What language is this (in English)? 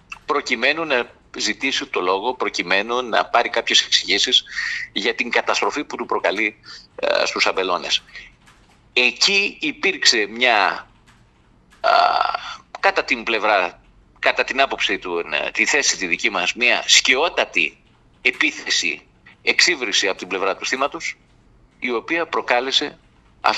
Greek